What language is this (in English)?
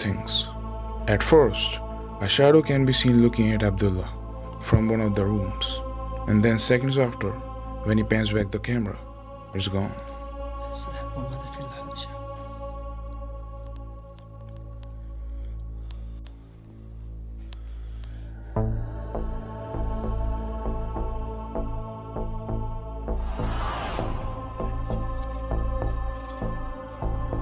English